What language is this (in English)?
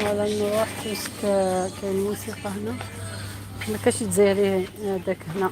Algerian Arabic